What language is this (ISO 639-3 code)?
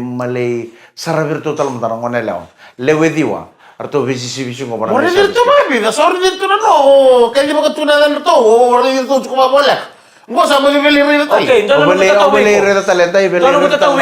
fij